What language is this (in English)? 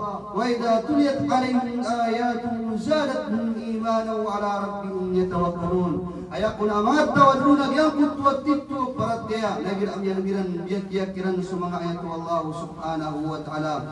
Maranao